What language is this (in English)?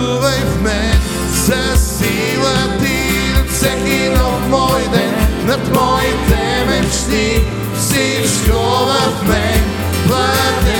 Bulgarian